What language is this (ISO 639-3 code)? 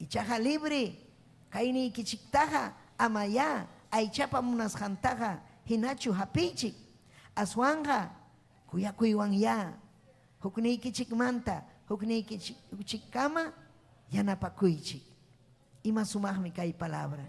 quy